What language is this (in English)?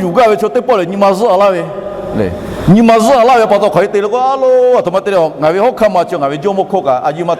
Lahu